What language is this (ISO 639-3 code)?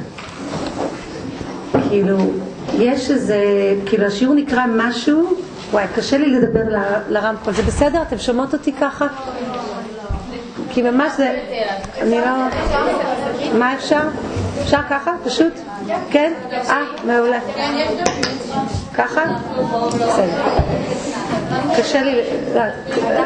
heb